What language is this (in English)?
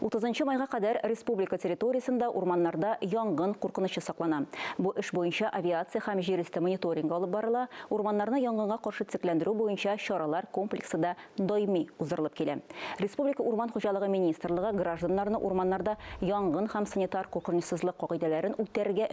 Tatar